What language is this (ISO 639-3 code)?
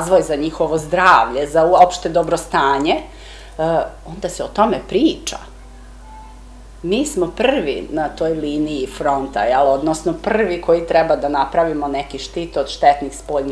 srp